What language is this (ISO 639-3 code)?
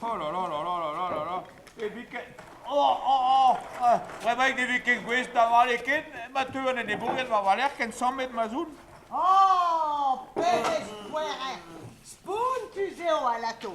bre